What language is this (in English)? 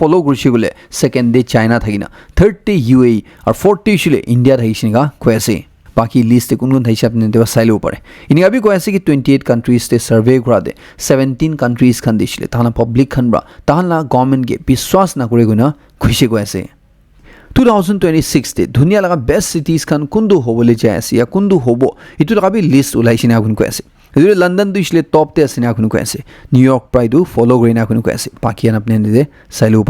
Naga Pidgin